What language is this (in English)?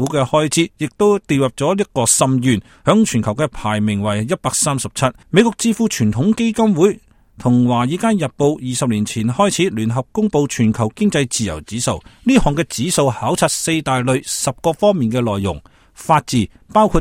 Cantonese